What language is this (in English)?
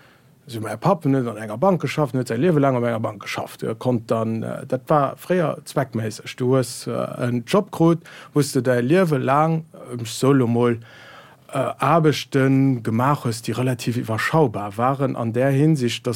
Luxembourgish